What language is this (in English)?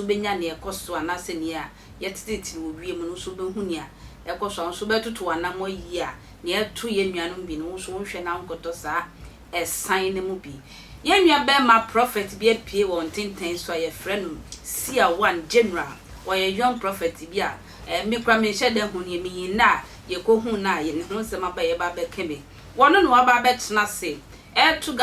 Akan